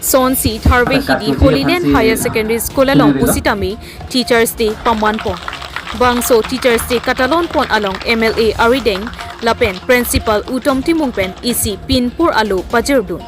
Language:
Karbi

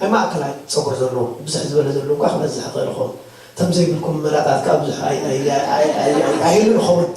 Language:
Tigrinya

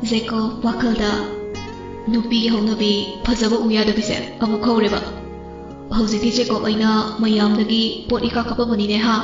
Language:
Manipuri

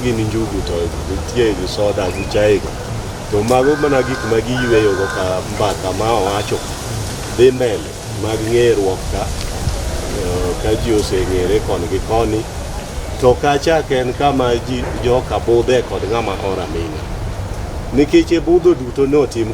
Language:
Luo (Kenya and Tanzania)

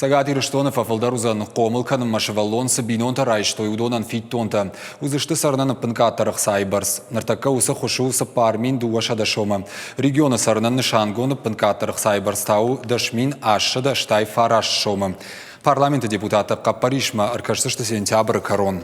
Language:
Ossetic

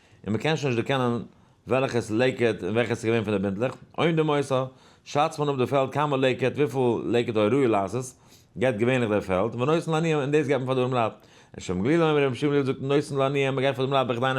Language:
Yiddish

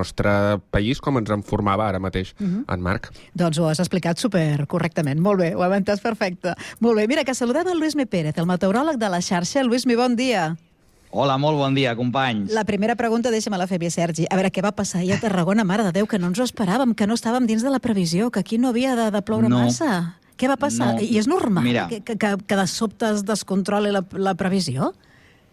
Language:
Catalan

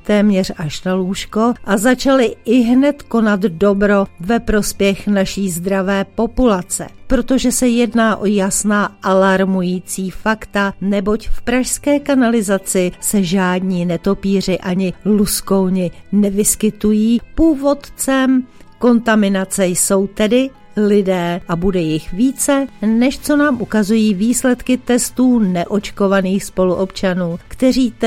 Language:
Czech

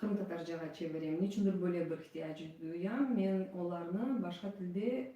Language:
Crimean Tatar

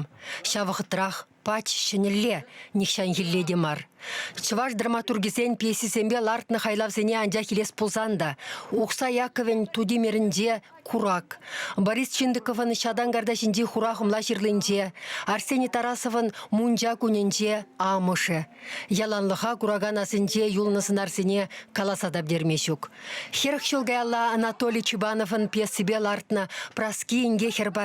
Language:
Chuvash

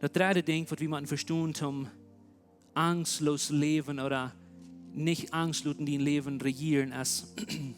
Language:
Plautdietsch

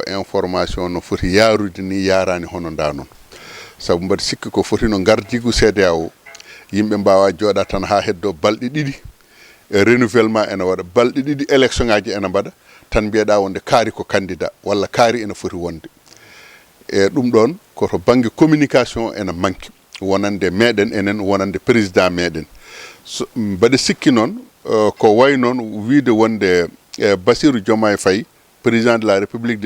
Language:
Fula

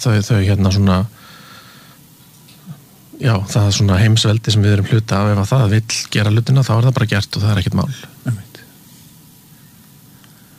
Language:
Icelandic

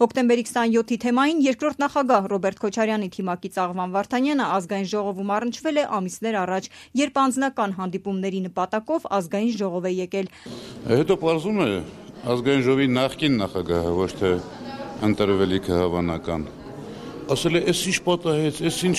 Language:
Armenian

